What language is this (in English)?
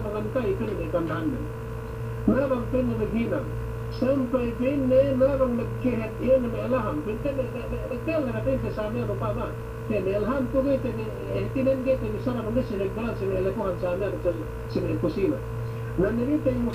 Yakan